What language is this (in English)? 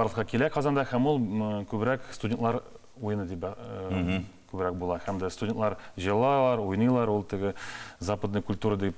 Tatar